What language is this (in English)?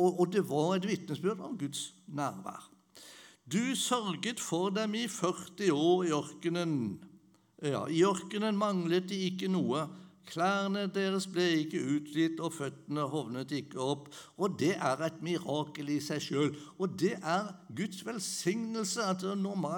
Norwegian